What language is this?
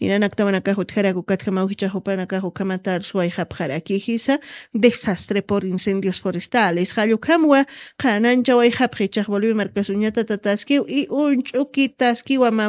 Aymara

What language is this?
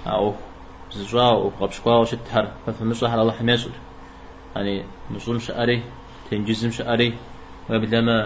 Kabardian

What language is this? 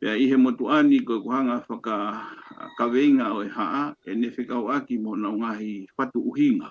Tongan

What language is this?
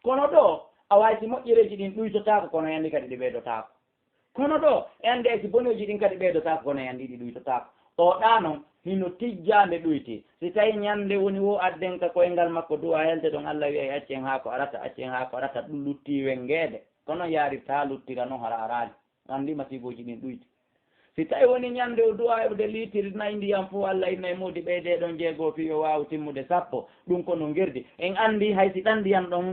Fula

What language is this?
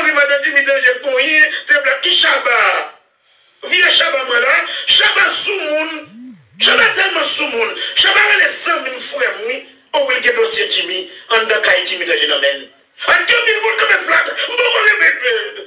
Haitian Creole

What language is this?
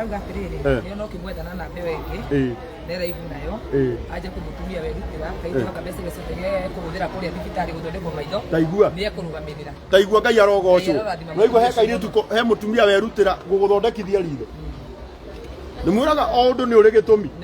Kikuyu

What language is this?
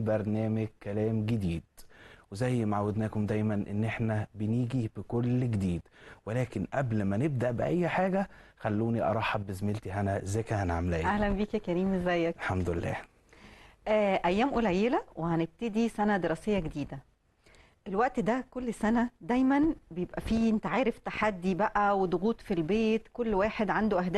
Egyptian Arabic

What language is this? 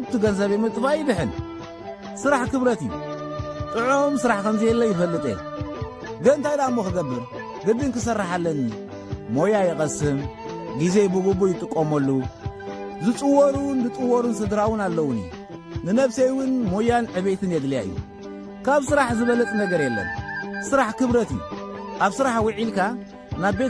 Tigrinya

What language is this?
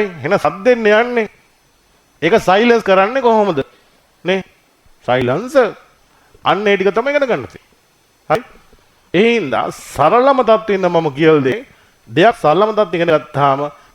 Sinhala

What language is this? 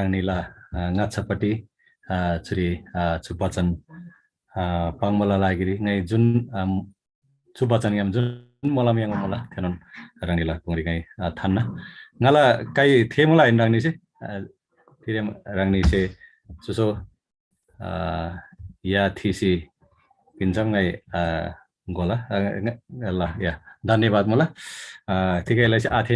Eastern Tamang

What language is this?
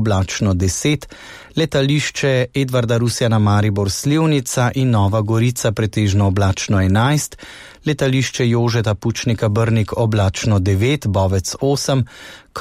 Slovenian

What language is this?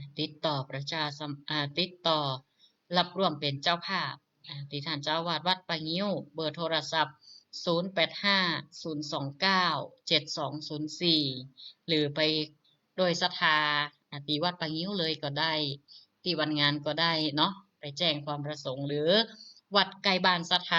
Northern Thai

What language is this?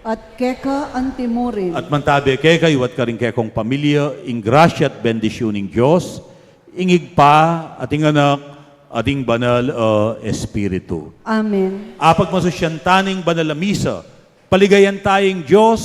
Pampanga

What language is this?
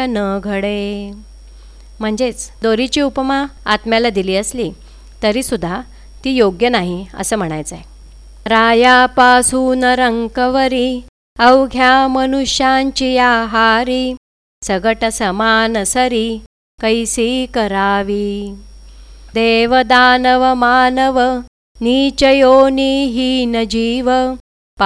Marathi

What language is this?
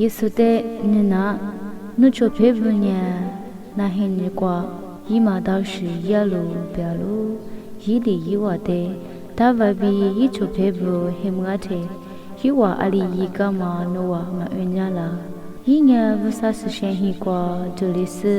Lisu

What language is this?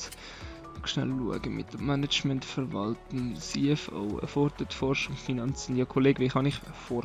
Swiss German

